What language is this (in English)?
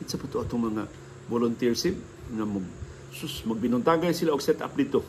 Cebuano